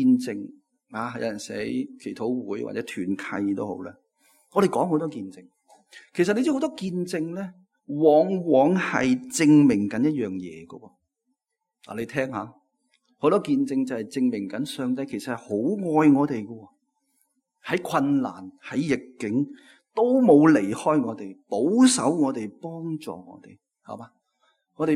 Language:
Cantonese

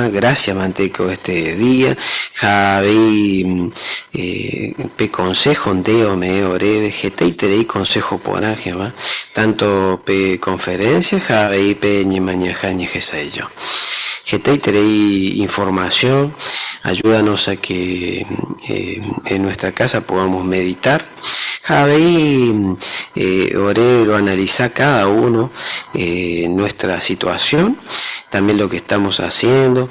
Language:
Guarani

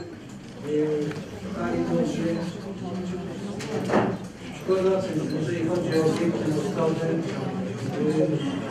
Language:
Polish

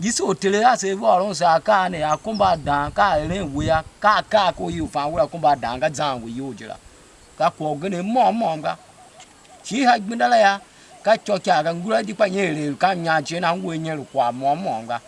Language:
Tiv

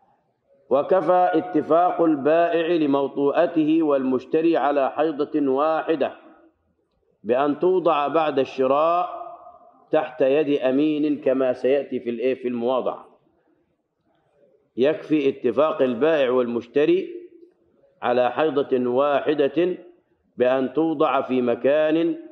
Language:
Arabic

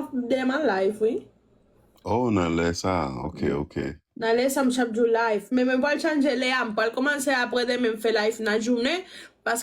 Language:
Haitian Creole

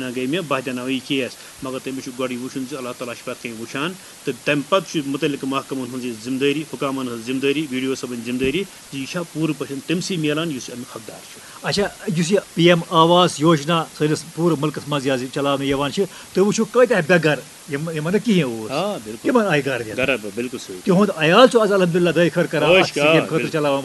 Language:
Kashmiri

